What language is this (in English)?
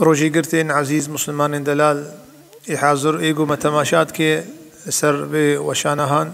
Kurdish